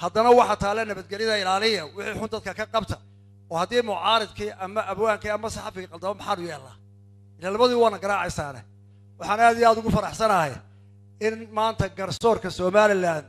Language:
Somali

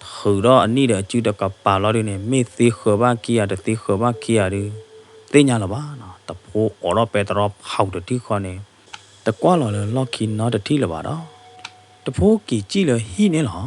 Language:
S'gaw Karen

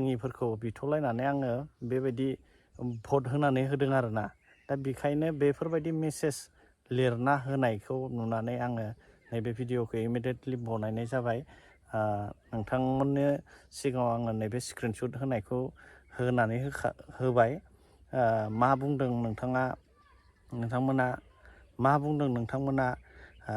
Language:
Bodo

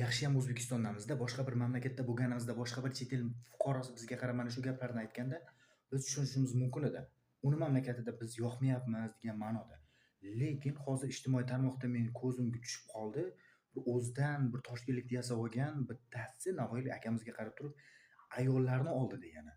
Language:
Uzbek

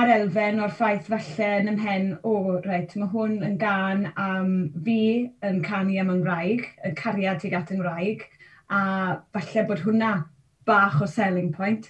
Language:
Welsh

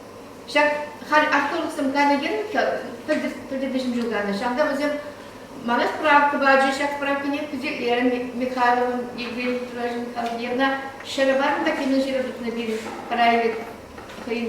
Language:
Chuvash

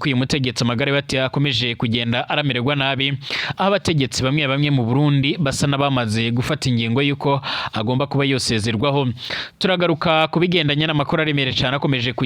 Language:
Rundi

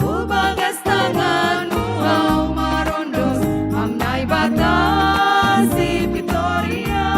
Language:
Batak Simalungun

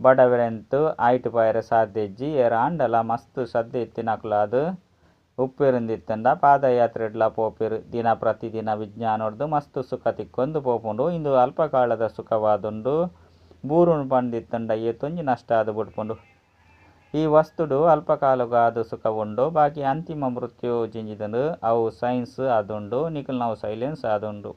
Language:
Tulu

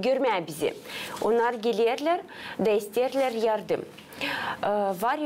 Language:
Gagauz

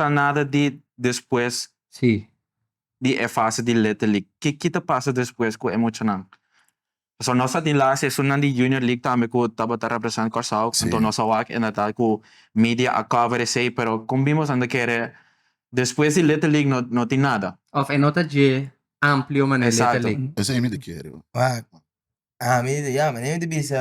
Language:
Papiamento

